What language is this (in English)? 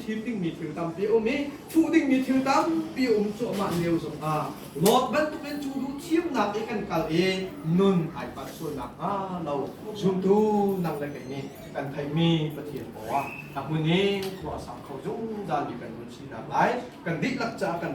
Hakha Chin